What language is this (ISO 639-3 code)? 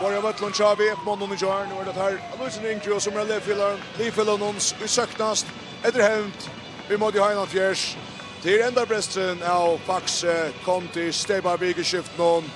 fao